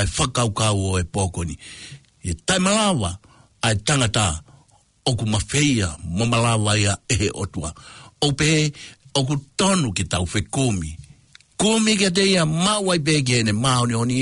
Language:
Tongan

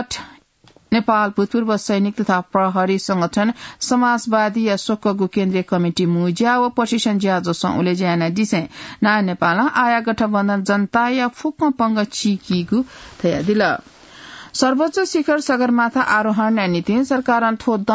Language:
Newari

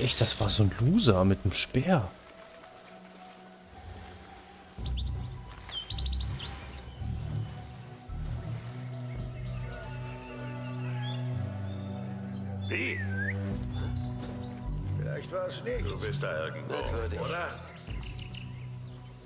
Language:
German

